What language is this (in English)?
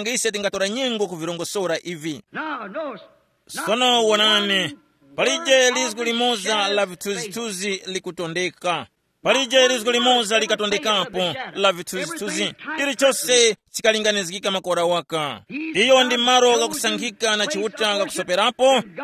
Tumbuka